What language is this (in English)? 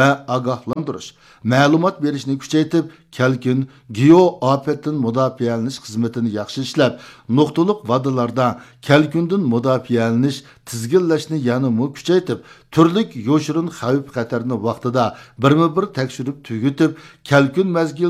Uyghur